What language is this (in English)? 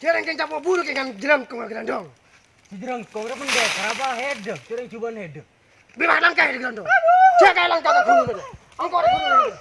Madurese